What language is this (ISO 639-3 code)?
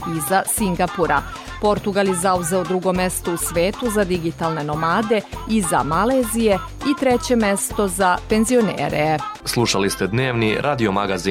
srp